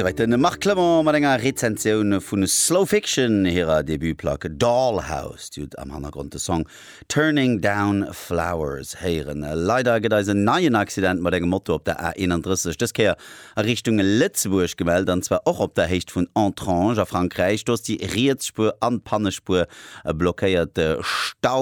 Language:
Luxembourgish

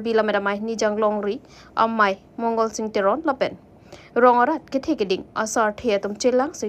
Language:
Karbi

